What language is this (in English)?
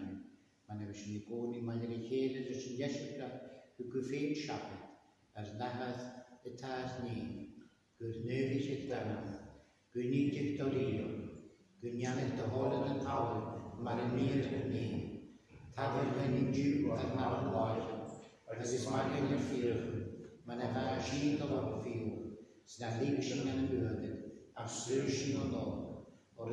Scottish Gaelic